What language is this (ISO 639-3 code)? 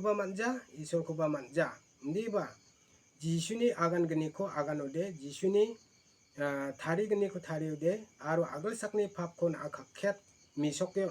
grt